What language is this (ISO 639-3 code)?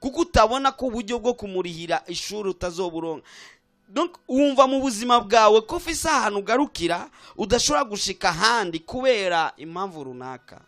run